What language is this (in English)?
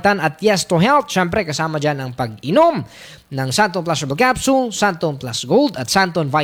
Filipino